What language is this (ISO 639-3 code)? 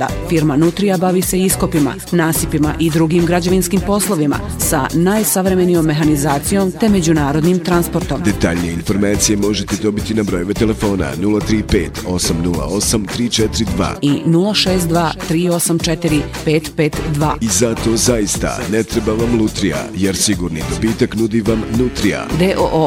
bos